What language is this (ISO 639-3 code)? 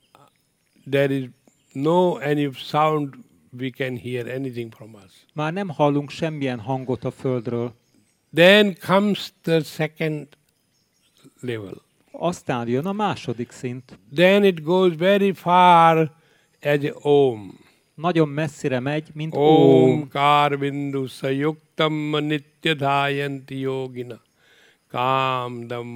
hun